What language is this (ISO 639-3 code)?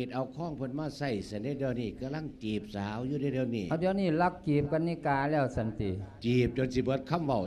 lao